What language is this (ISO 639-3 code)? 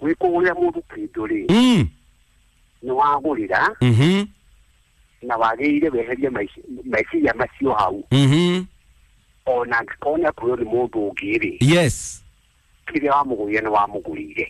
kik